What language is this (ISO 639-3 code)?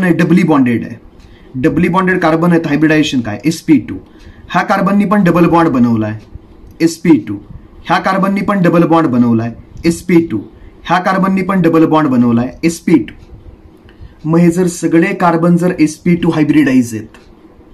mar